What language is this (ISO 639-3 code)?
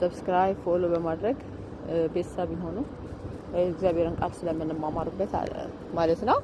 amh